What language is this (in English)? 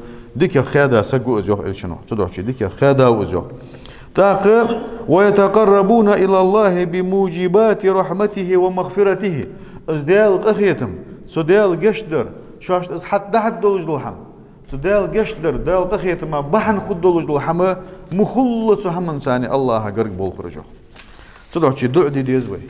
Ingush